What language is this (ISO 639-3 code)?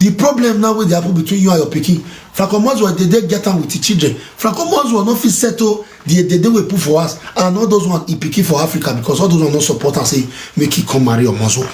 pcm